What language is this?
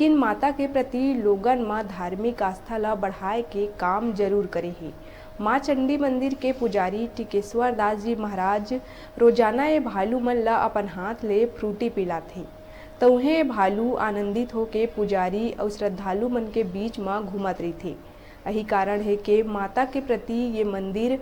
Chhattisgarhi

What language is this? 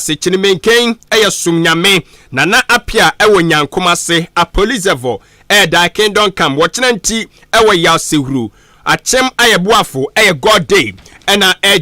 Akan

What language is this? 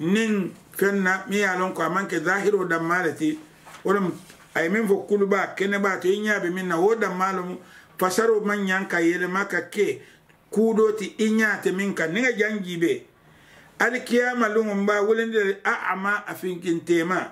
Mandingo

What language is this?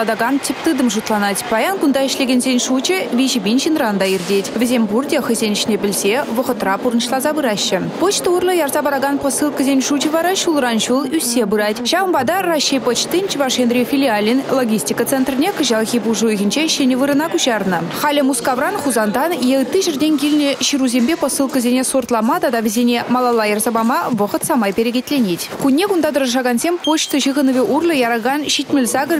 Chuvash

